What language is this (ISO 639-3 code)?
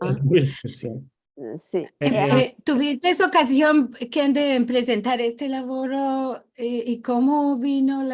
lad